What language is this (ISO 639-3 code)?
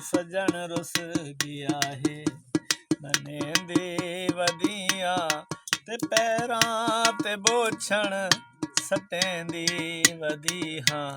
skr